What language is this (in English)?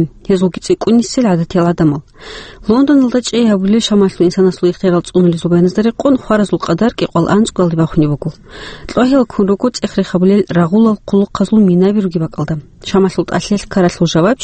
Avaric